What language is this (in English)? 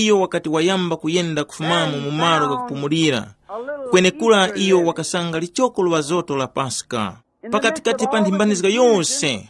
Tumbuka